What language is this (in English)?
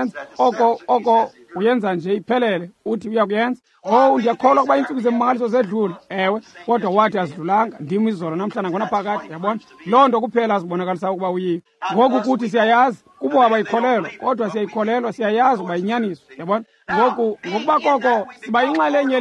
Xhosa